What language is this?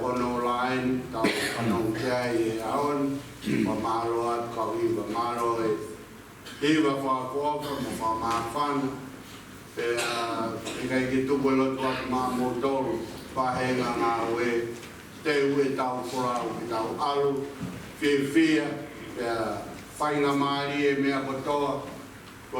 Tongan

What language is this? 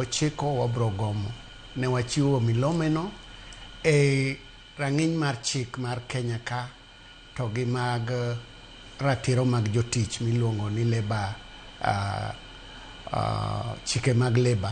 Luo (Kenya and Tanzania)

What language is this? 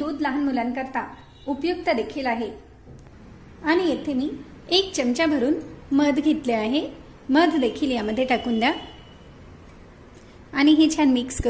Marathi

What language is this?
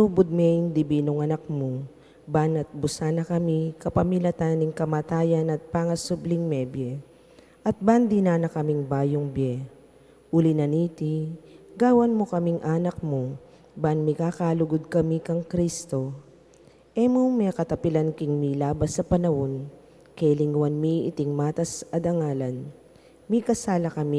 Pampanga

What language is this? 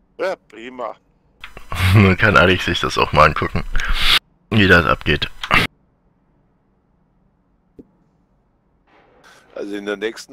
German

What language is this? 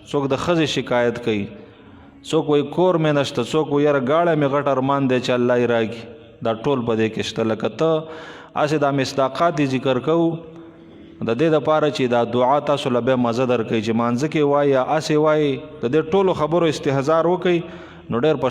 Pashto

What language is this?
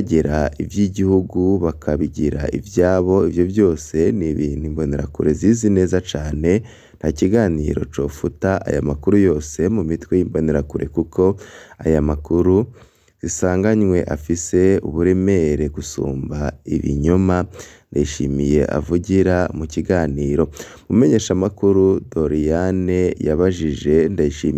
Rundi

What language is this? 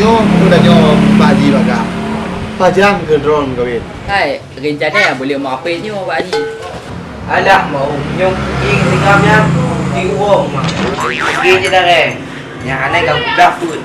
Achinese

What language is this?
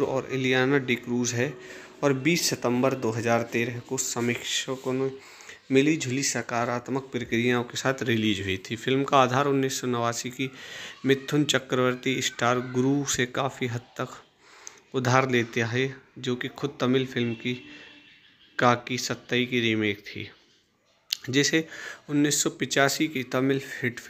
Hindi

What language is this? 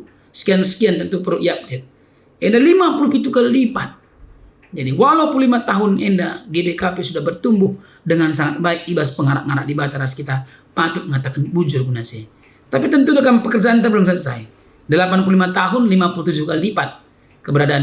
Batak Karo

